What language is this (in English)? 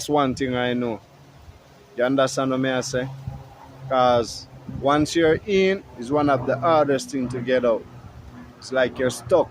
Jamaican Creole English